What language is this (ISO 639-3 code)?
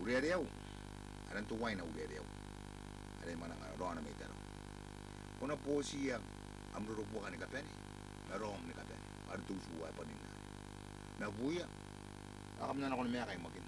gil